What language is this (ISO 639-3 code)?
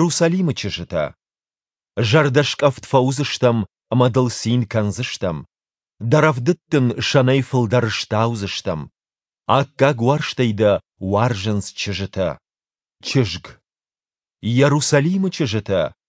oss